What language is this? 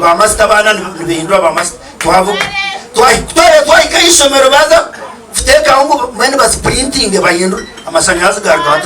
Nyankole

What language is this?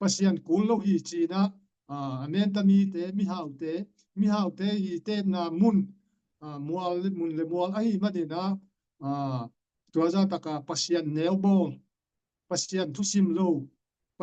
Tedim Chin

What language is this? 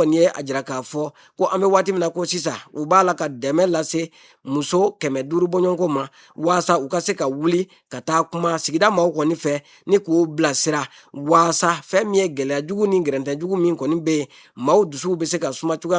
Bambara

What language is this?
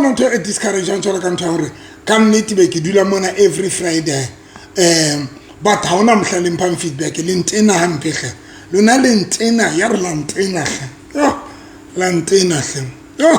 Southern Sotho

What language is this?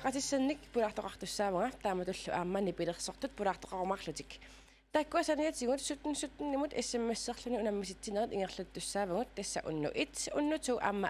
Kalaallisut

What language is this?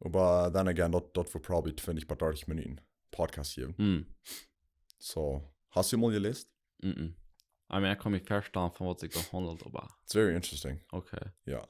Plautdietsch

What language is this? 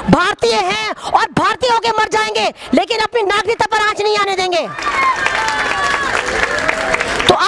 Hindi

